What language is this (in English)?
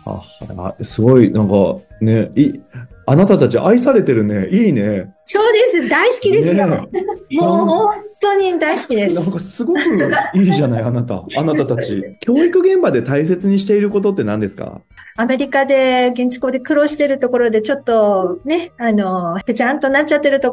Japanese